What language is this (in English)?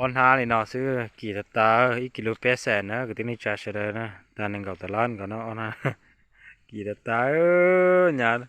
Hmong